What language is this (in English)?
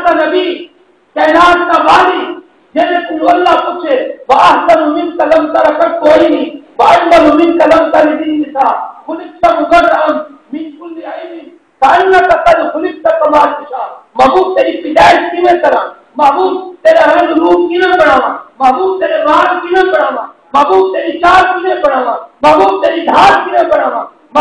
Saraiki